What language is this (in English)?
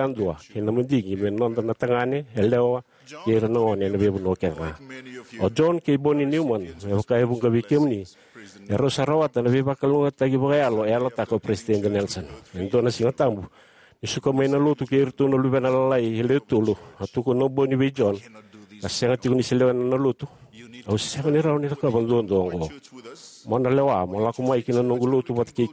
Fijian